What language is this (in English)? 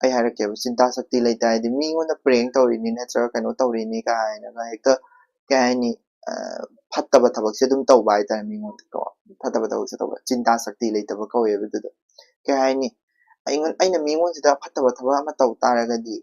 Manipuri